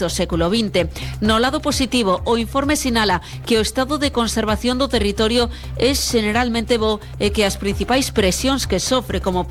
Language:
Galician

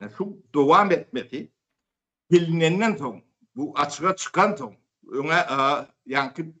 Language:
Turkmen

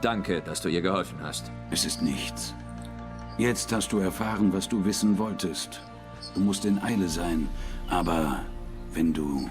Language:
Swiss German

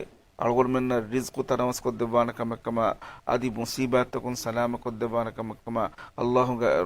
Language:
Divehi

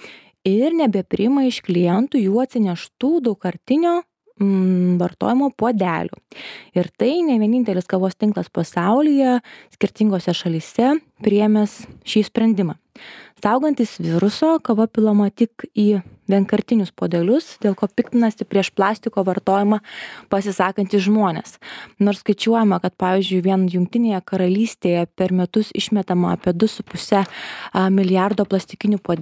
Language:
Lithuanian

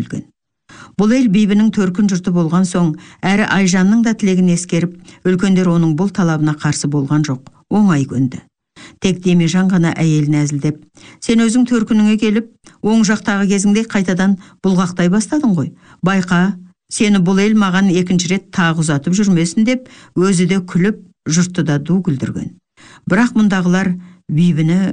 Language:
Kazakh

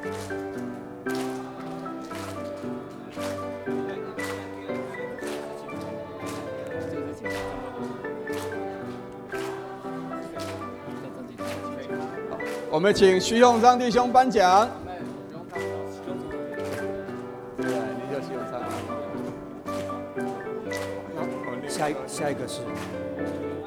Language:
Chinese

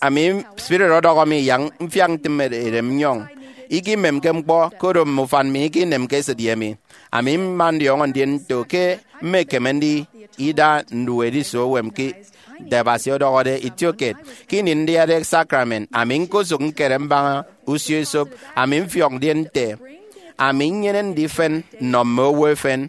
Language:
Efik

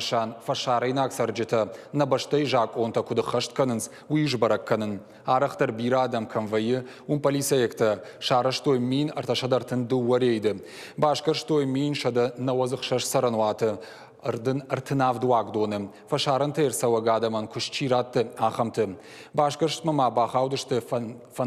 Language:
Ossetic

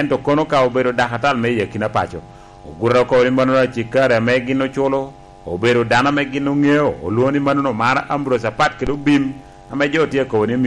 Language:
Lango (Uganda)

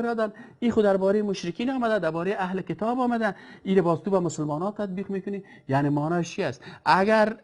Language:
Persian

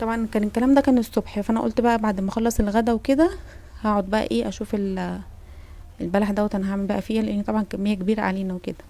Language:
Egyptian Arabic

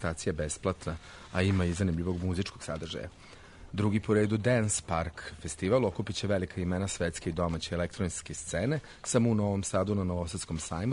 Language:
Serbian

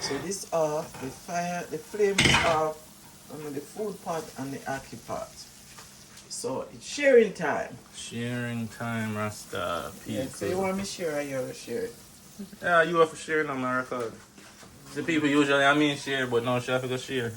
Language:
Jamaican Creole English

